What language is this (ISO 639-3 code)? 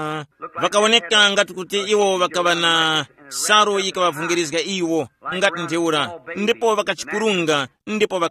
tum